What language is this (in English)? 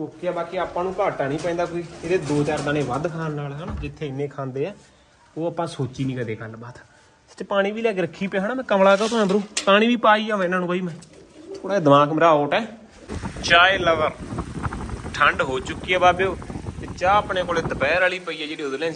Punjabi